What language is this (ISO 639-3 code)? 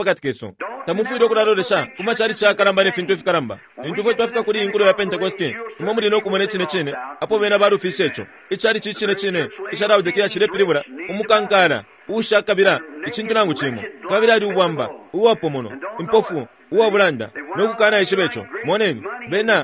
bem